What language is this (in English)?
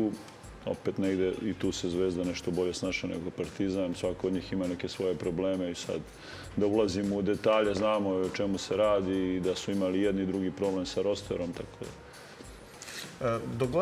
Serbian